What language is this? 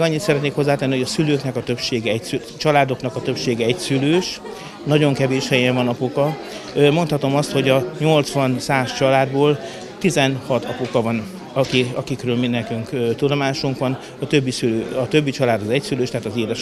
Hungarian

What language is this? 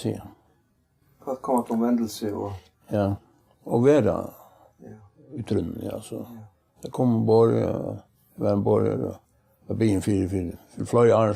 Faroese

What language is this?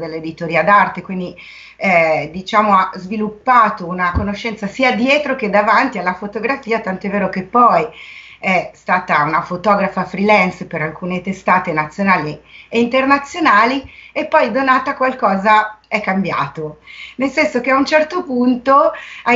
Italian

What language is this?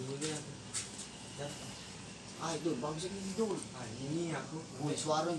Musi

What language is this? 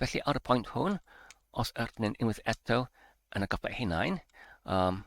Welsh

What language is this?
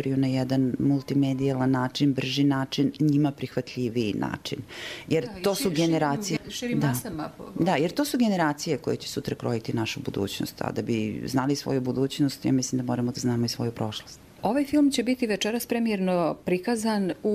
Bosnian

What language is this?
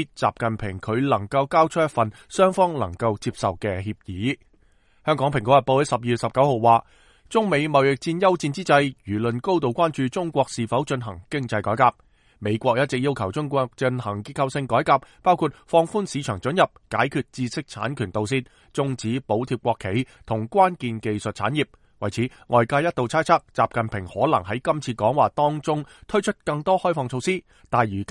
Cantonese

